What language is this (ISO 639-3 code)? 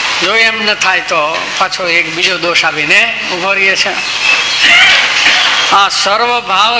guj